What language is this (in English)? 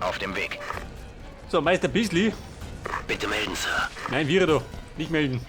Bavarian